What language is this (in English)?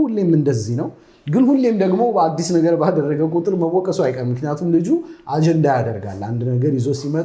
Amharic